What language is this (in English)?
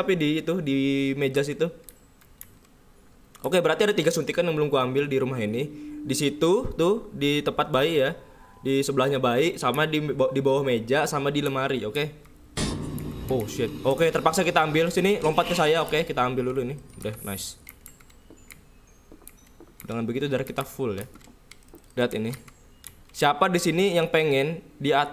Indonesian